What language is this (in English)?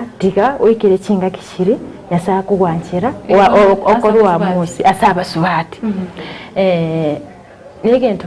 Gusii